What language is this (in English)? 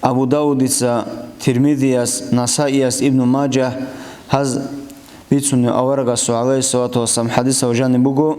Avaric